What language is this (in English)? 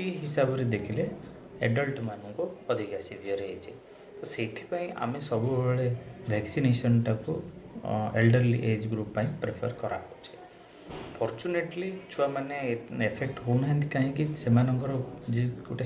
Odia